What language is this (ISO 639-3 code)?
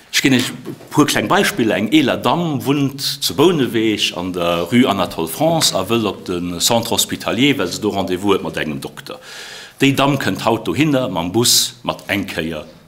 ltz